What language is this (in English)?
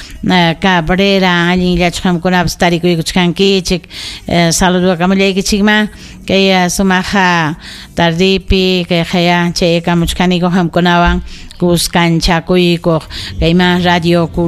Ayacucho Quechua